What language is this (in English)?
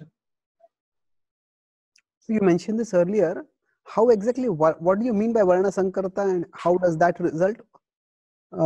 English